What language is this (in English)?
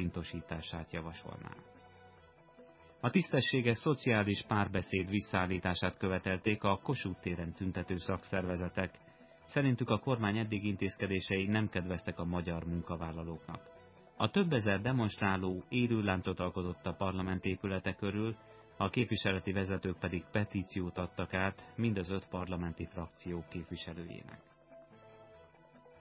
Hungarian